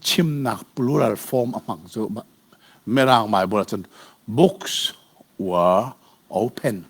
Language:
Hakha Chin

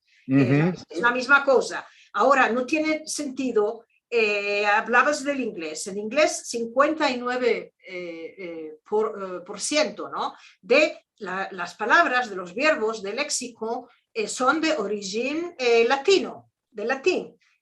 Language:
Ladino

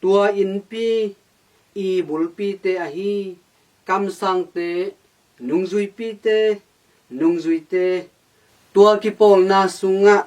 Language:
Tedim Chin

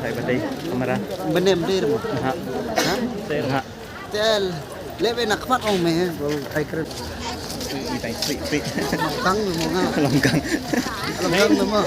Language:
Khasi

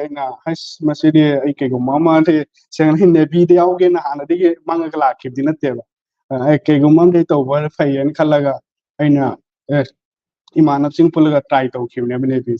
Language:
Manipuri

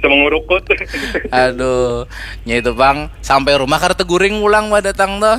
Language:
Banjar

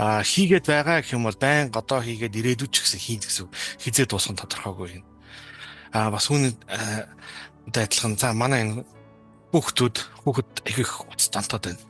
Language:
Mongolian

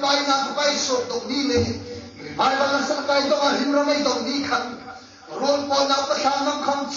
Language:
Hmar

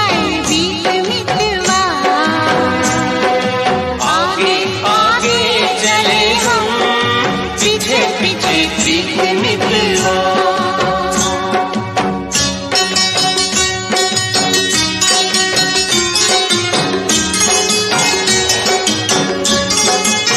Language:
Hindi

